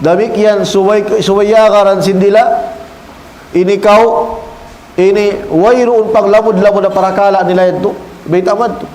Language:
Tausug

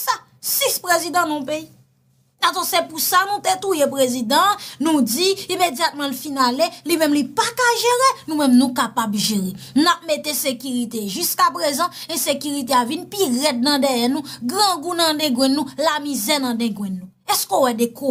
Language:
Haitian Creole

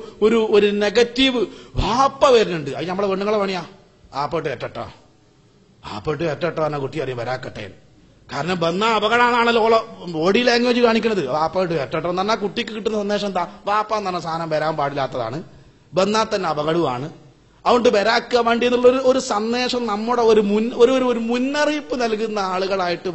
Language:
Malayalam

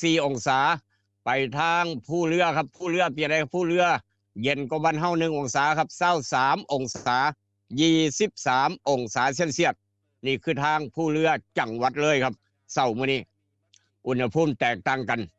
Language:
Northeastern Thai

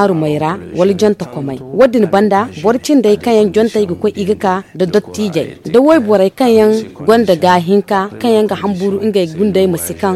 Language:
Zarma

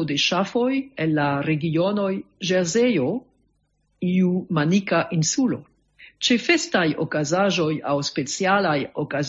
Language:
Esperanto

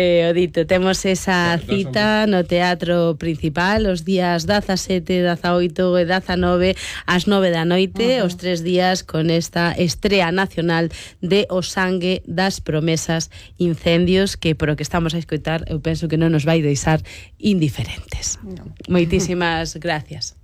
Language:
Galician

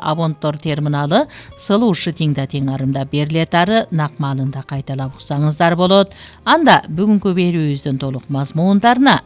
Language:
Kyrgyz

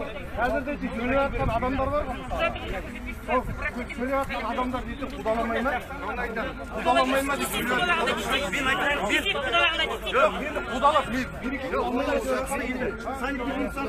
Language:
Kazakh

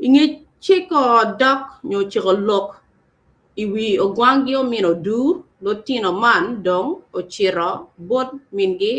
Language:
Acoli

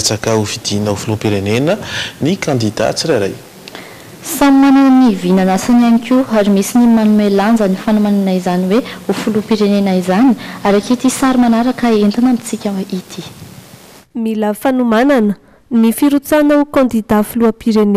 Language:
Malagasy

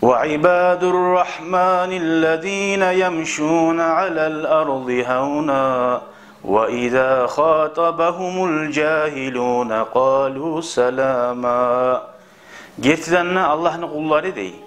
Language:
Kumyk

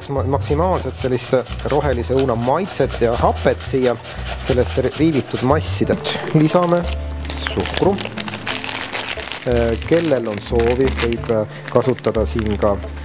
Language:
Estonian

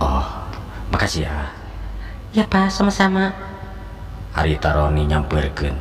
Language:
Sundanese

